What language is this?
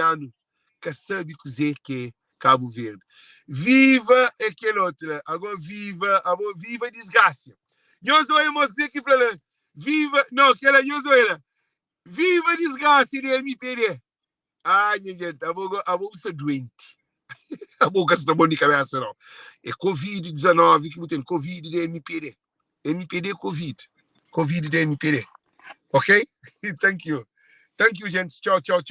Kabuverdianu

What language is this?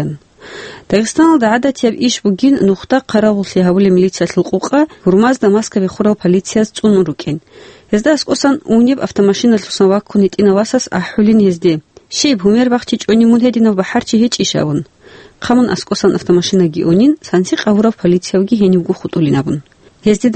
Avaric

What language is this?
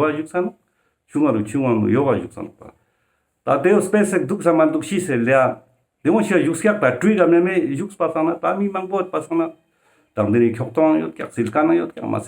Ladakhi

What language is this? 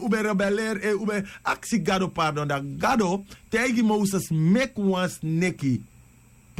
Sranan Tongo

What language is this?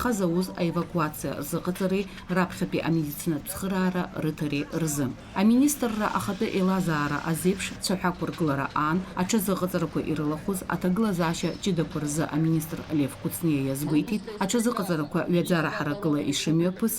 Abkhazian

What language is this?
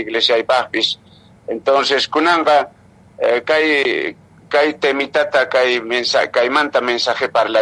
Quechua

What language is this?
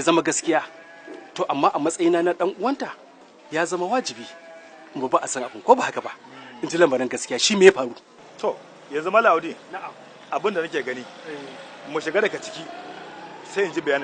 Hausa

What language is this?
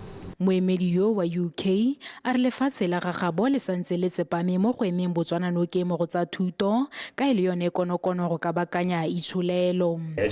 Tswana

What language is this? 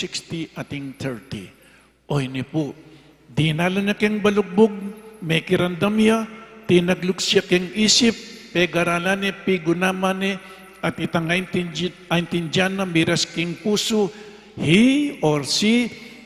Pampanga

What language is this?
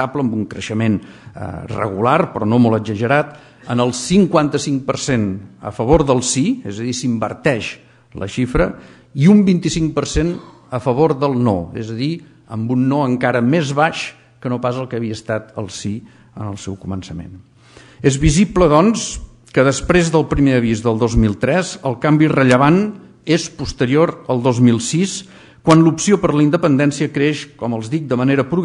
Catalan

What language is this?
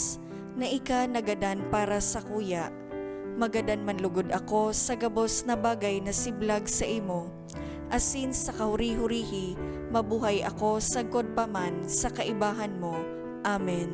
Bikol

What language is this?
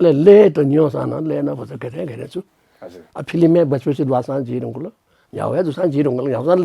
Newari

